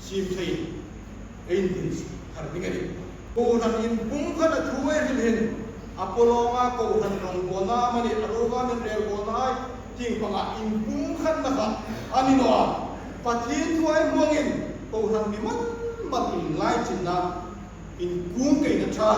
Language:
Hmar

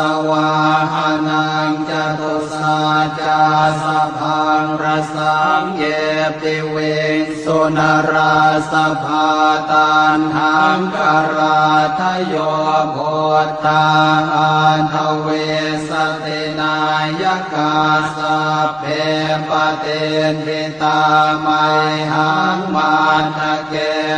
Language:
Pali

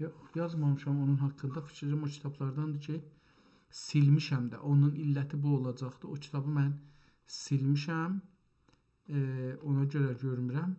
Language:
South Azerbaijani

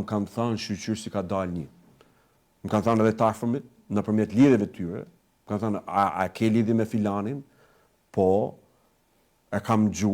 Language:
Albanian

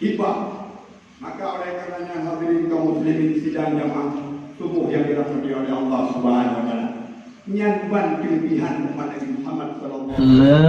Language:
Achinese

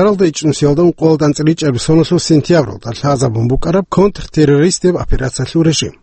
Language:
Avaric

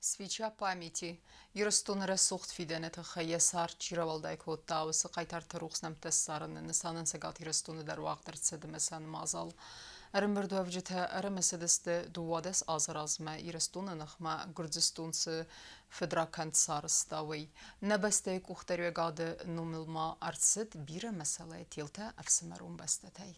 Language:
Ossetic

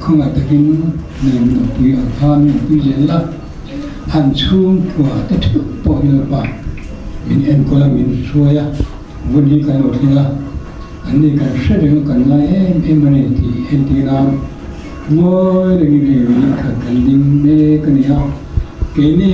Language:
Mizo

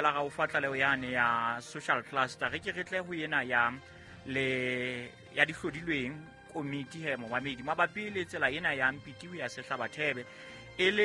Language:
Southern Sotho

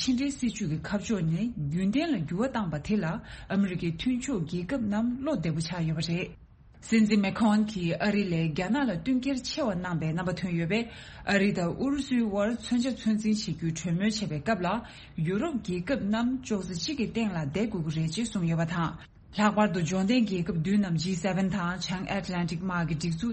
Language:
Tibetan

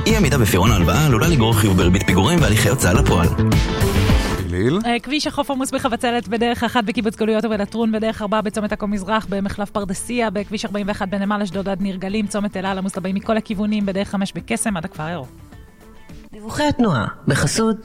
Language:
Hebrew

